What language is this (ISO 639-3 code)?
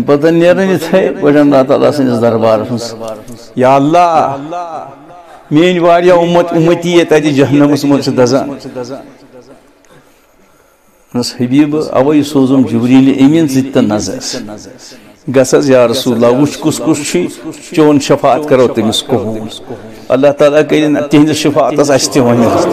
kas